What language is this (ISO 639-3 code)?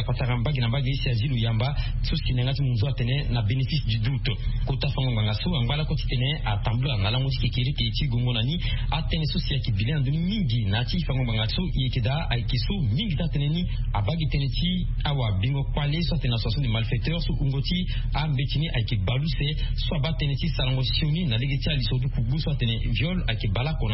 sag